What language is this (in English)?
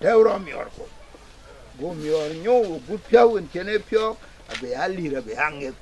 Dinka